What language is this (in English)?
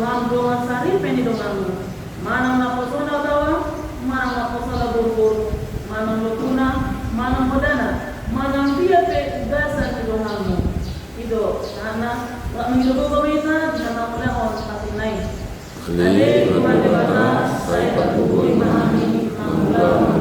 Batak Toba